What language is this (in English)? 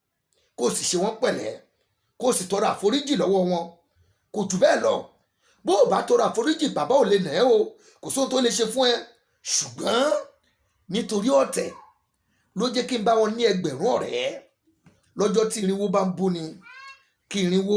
Yoruba